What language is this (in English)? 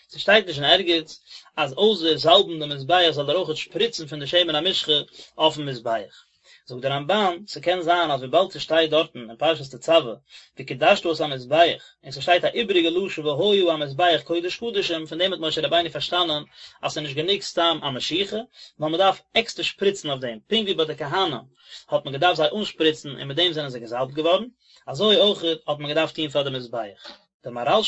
Yiddish